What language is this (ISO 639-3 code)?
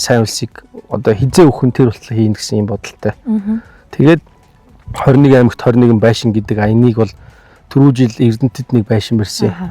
mon